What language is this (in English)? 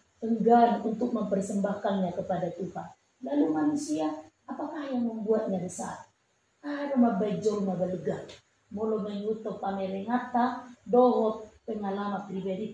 Batak Toba